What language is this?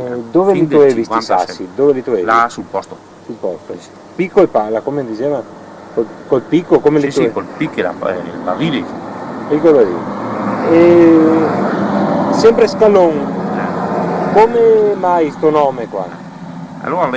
Venetian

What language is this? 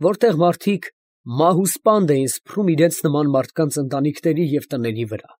Armenian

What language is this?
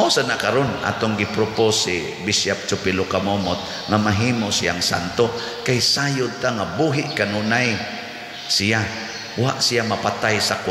Cebuano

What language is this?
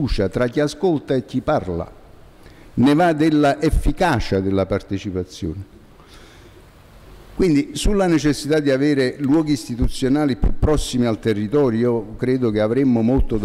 Italian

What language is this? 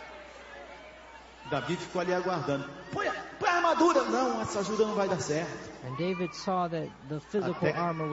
Portuguese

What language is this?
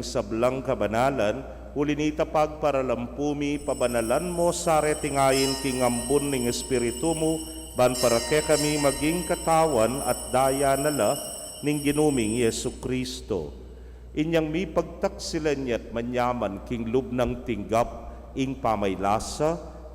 Pampanga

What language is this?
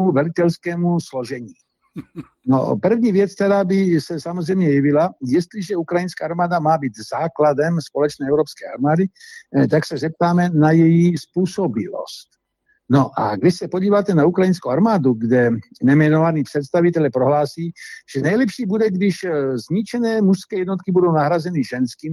Czech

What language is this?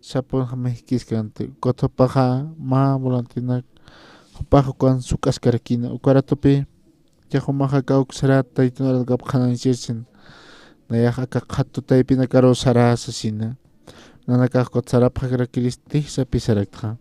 Aymara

